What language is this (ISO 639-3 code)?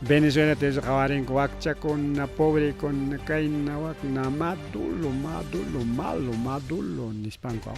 quy